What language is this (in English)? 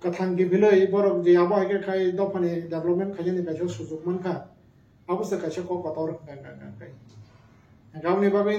Kok Borok